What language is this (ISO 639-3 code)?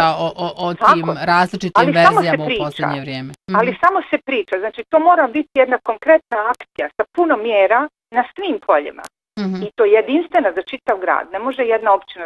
bos